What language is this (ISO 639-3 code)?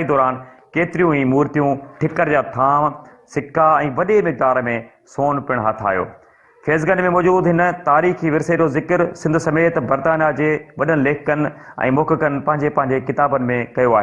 snd